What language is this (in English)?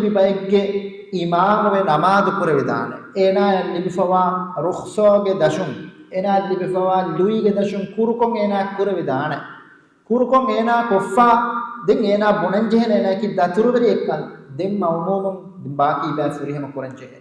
Divehi